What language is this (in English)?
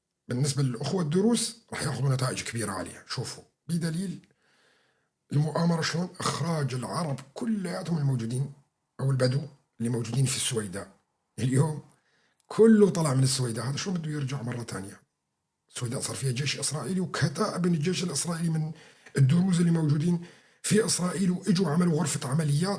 North Levantine Arabic